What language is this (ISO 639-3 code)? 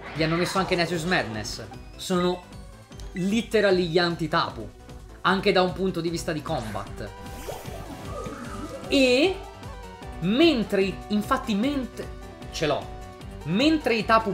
ita